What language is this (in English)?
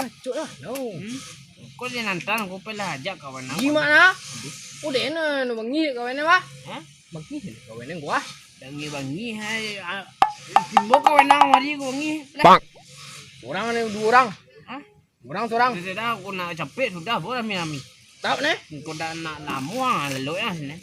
Minangkabau